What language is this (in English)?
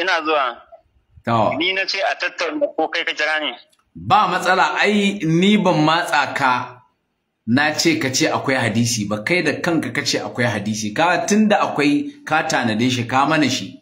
Hausa